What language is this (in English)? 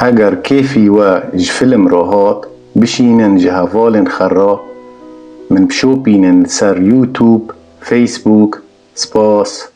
Kurdish